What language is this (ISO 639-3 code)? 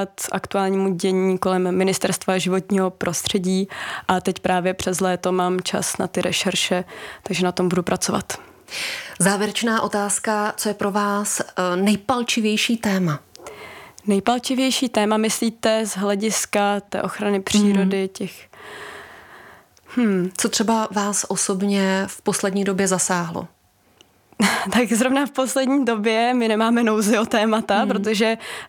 ces